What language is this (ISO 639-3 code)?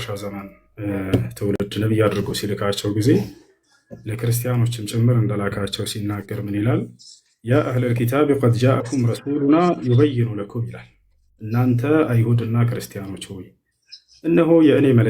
amh